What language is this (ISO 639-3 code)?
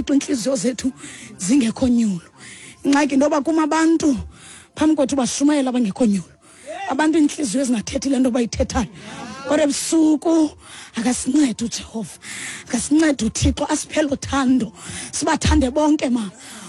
xho